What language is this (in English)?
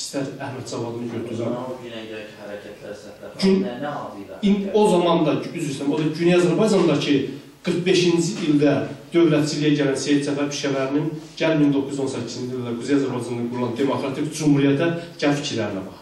South Azerbaijani